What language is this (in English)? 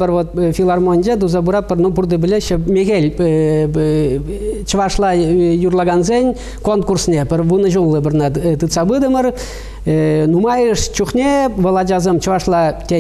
Chuvash